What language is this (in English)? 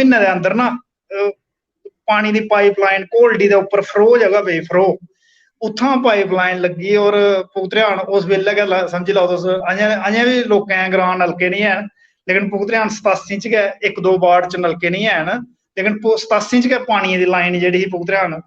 Dogri